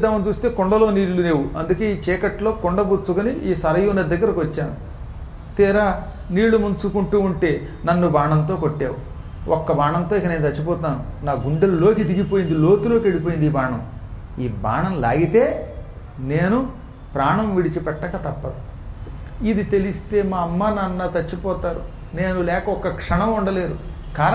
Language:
Telugu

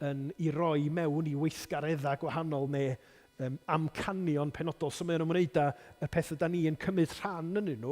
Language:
Welsh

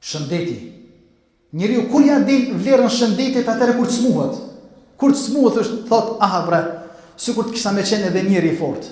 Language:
Albanian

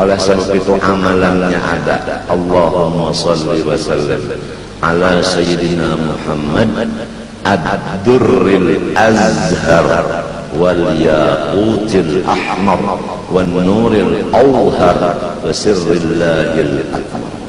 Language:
Banjar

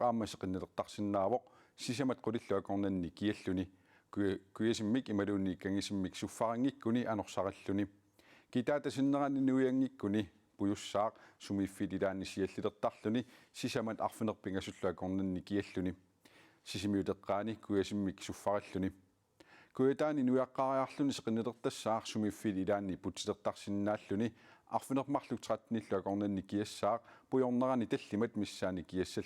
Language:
Kalaallisut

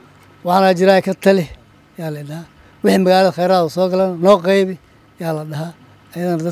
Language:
Somali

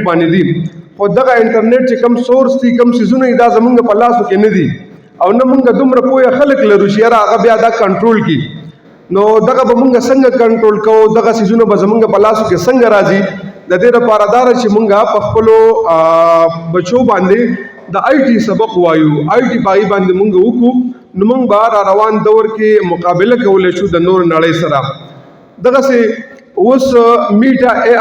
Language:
Pashto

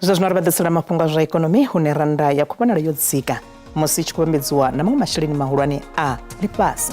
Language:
Venda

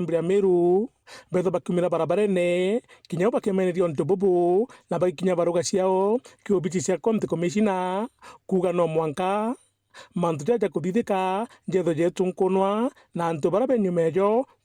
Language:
Meru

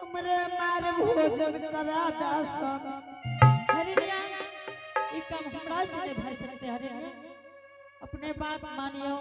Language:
Angika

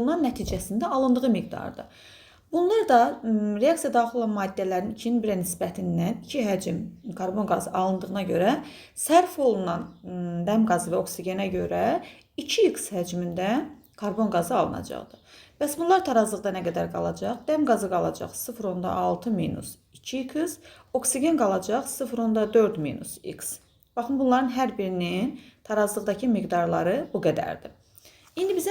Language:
Azerbaijani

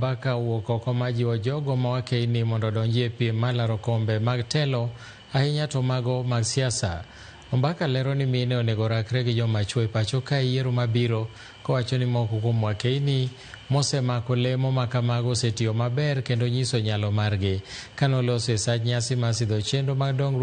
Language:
Luo (Kenya and Tanzania)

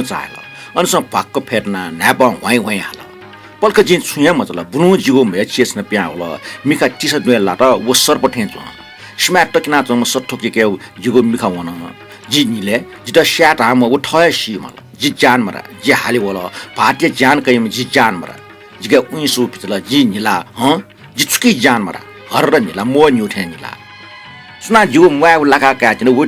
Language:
Newari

